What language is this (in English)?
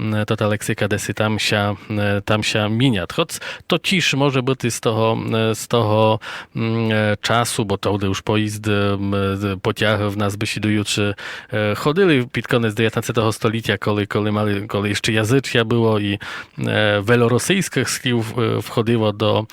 Rusyn